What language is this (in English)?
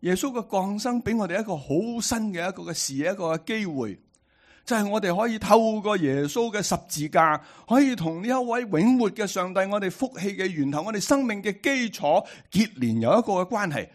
Cantonese